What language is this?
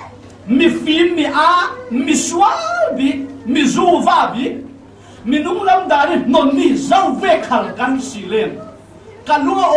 Falam Chin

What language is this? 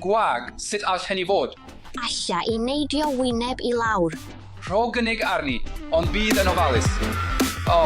Welsh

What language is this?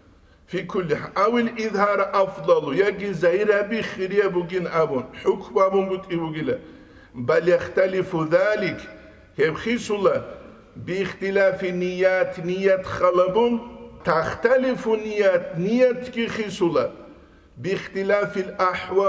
Avaric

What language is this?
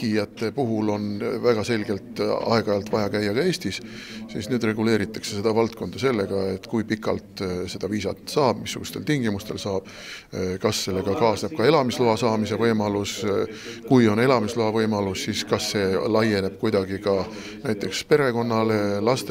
Estonian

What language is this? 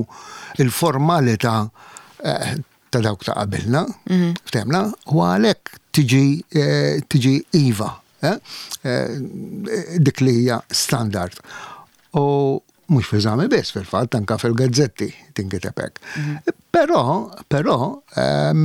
Maltese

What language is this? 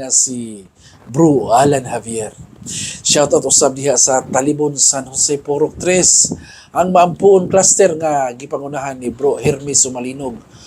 Cebuano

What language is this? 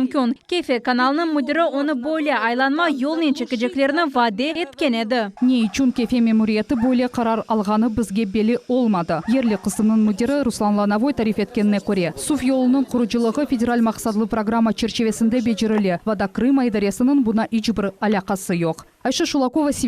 Crimean Tatar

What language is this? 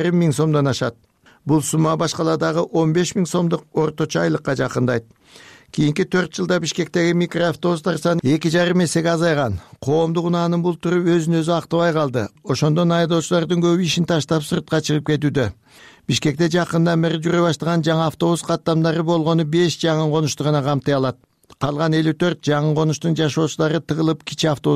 Kyrgyz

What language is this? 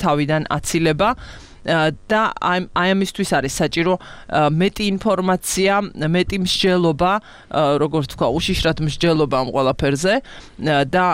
Georgian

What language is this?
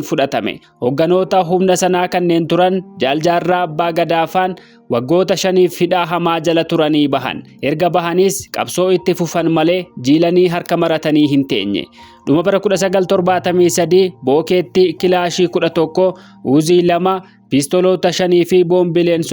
Oromo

